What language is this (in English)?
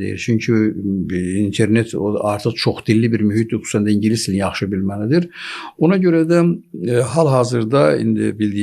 Azerbaijani